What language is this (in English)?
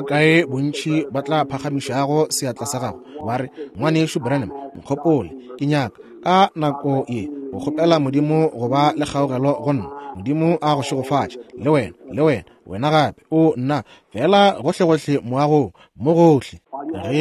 Northern Sotho